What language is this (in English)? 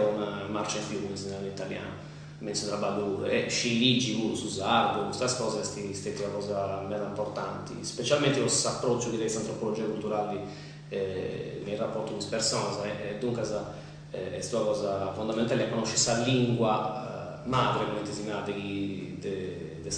Sardinian